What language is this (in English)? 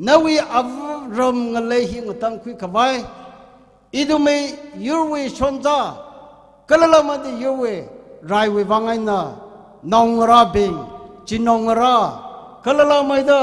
Tangkhul Naga (India)